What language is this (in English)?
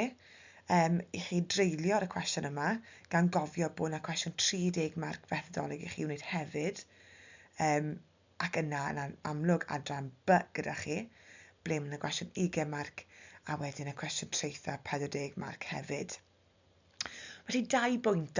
Welsh